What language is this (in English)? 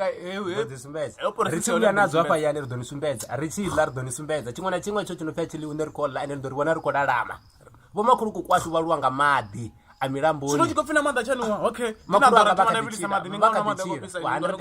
Venda